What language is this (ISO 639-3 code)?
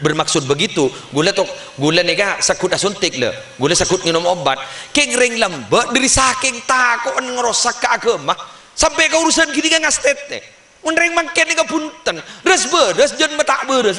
mad